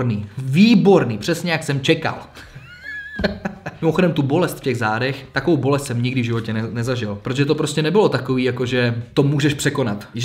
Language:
Czech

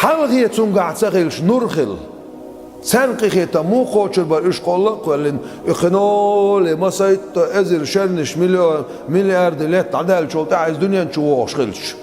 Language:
Chechen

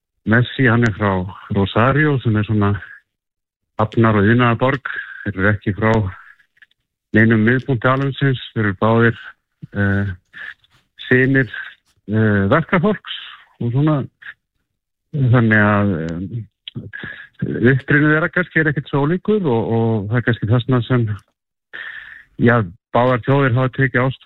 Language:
Icelandic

